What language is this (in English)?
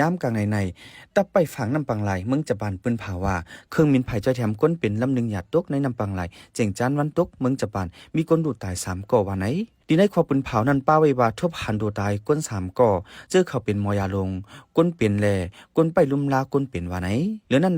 Shan